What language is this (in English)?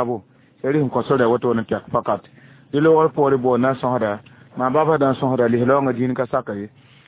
Mossi